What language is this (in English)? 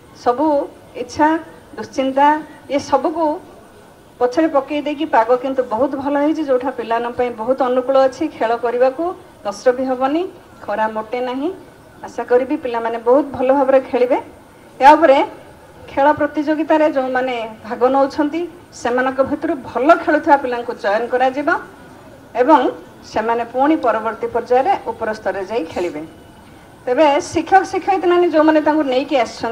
Odia